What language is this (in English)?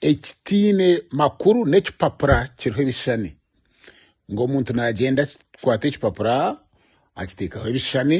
Nyankole